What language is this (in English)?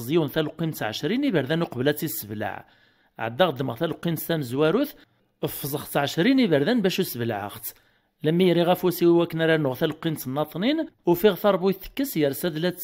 Kabyle